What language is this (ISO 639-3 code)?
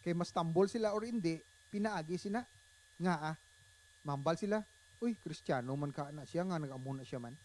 hil